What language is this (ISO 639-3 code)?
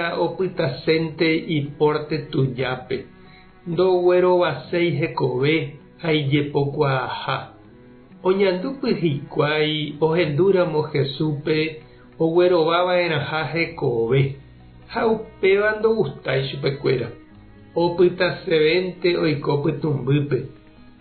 grn